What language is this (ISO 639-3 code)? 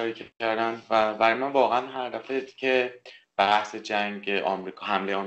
fas